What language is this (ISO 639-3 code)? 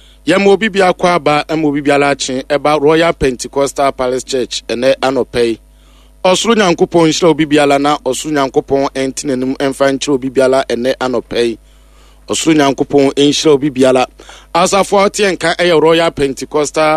aka